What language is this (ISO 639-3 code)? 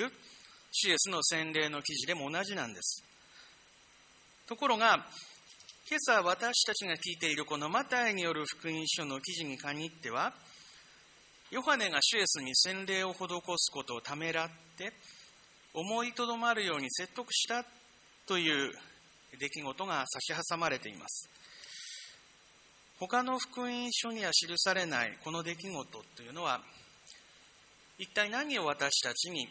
jpn